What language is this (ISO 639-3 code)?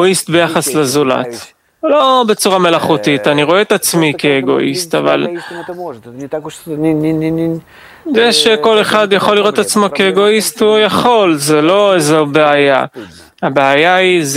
heb